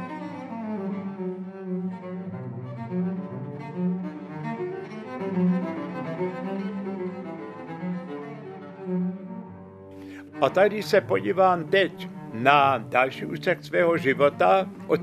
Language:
Czech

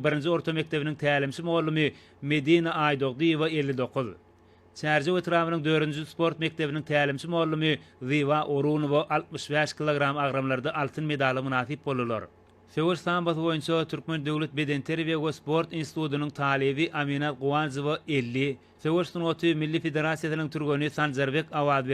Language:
Turkmen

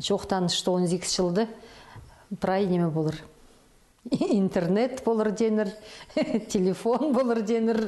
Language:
Khakas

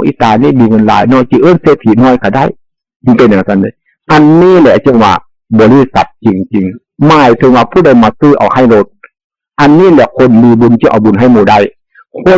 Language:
Northeastern Thai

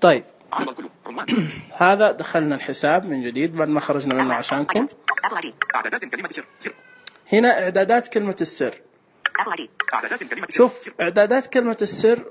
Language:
Najdi Arabic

